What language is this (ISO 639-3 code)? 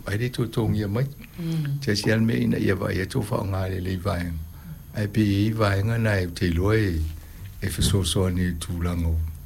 smo